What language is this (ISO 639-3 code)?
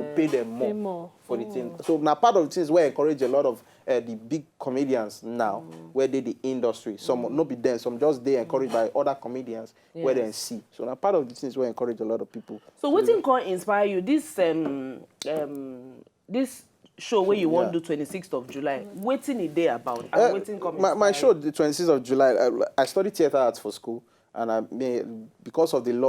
pcm